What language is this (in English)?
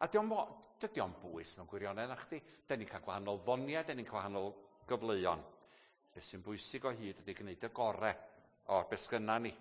Welsh